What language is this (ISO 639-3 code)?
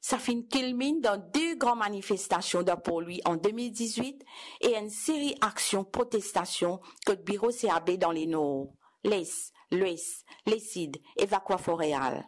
mfe